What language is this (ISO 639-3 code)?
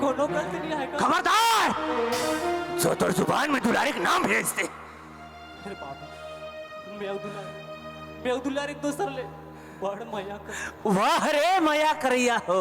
hne